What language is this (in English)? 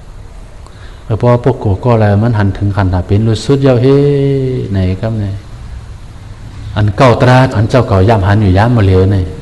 Shan